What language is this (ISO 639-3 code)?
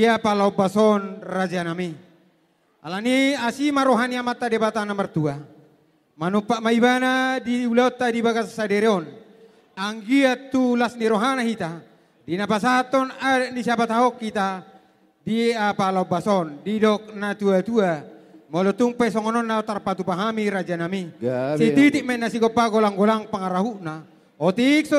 bbc